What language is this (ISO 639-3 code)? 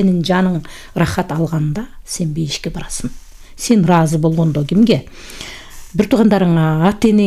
kir